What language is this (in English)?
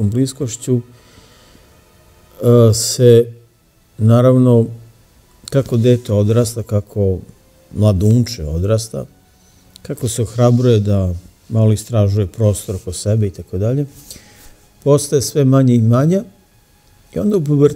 Serbian